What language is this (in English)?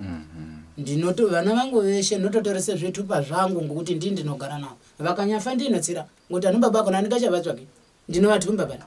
Shona